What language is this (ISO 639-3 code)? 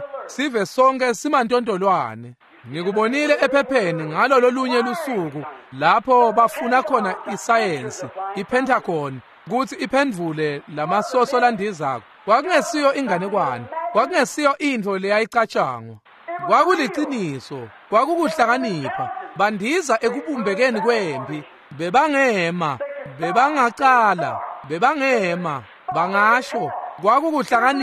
ssw